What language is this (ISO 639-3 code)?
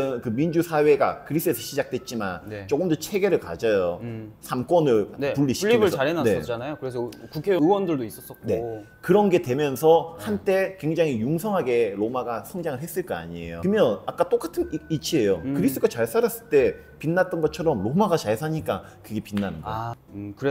kor